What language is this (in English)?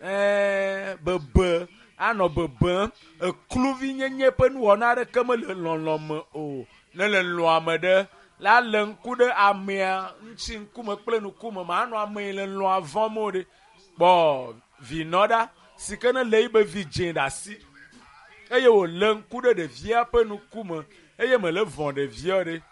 Ewe